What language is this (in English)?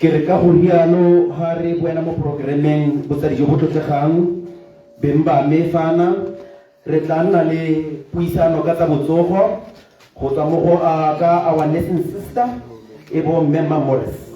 Tswana